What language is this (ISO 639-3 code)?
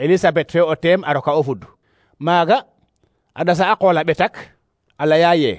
srr